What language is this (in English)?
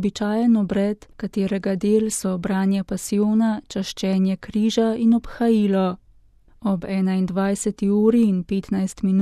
Slovenian